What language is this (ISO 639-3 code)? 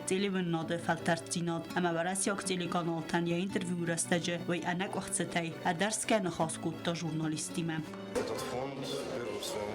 oss